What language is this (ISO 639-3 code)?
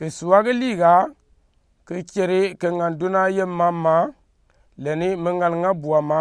gux